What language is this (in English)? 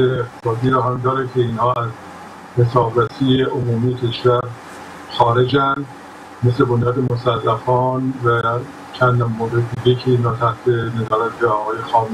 Persian